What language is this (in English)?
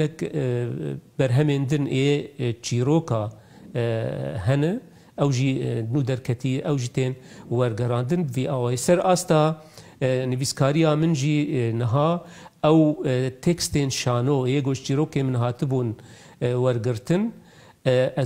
Kurdish